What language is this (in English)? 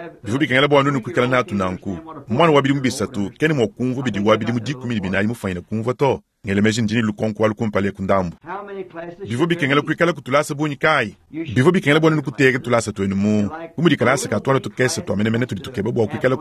Luba-Lulua